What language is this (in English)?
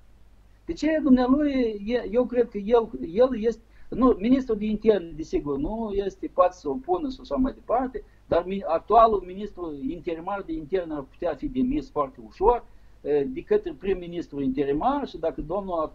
Romanian